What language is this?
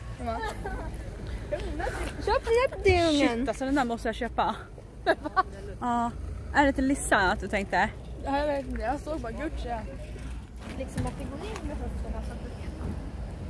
Swedish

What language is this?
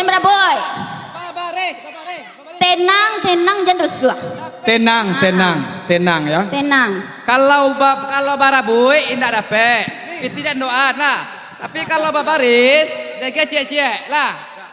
Minangkabau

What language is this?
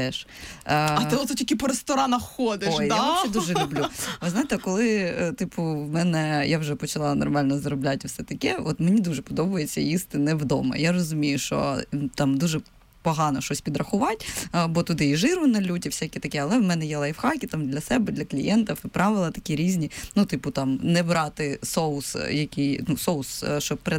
Ukrainian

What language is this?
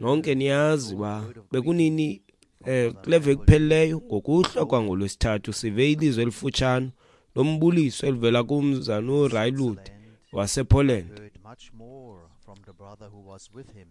Xhosa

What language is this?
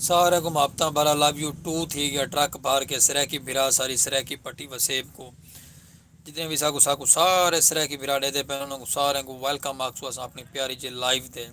Saraiki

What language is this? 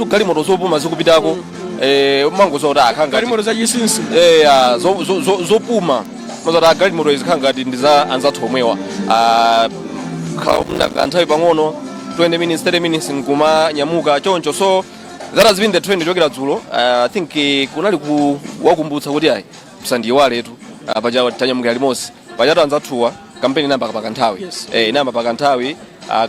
Nyanja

